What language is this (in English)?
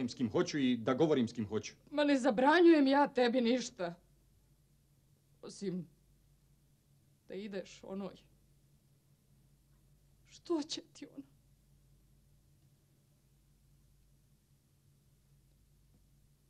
Croatian